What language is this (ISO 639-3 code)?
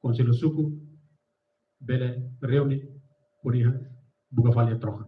tet